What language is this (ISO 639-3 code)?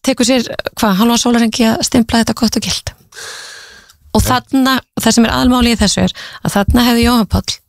isl